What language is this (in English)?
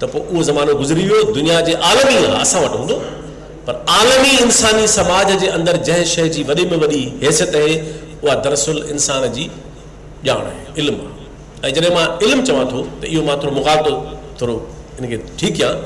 Sindhi